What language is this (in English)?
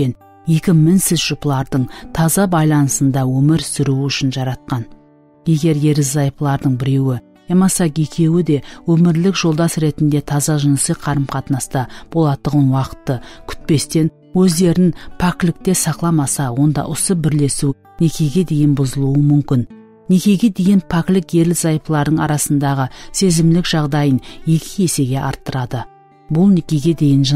Kara-Kalpak